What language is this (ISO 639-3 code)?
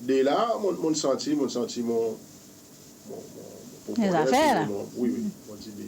crs